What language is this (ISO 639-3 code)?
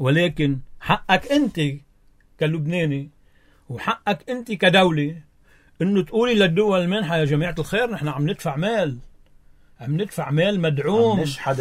apc